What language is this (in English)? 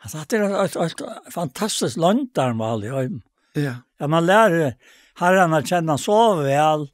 Faroese